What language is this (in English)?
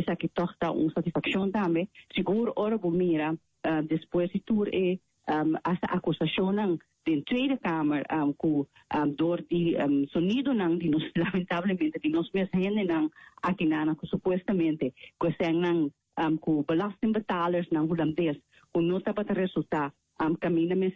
Papiamento